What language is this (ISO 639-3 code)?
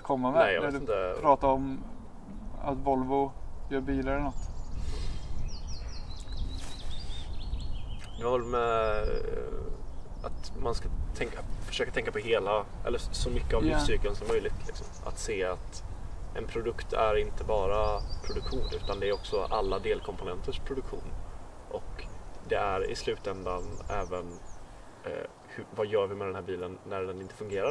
swe